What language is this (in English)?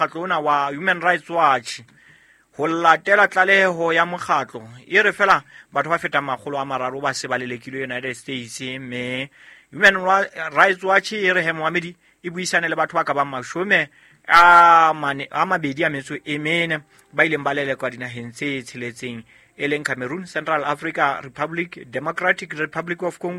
Southern Sotho